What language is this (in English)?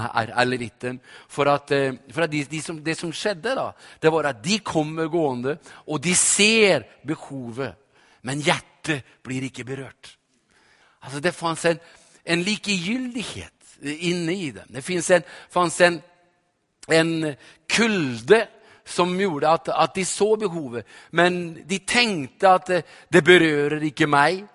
Norwegian